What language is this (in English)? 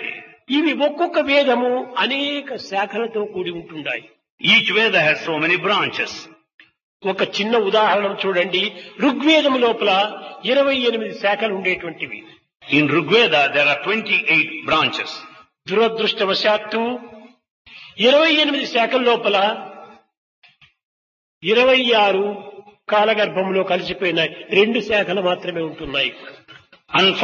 Telugu